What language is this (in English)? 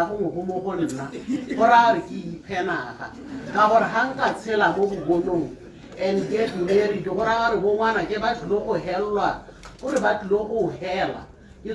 Tswana